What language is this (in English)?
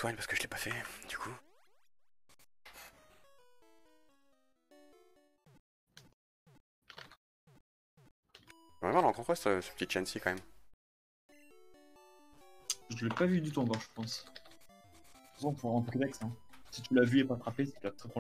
French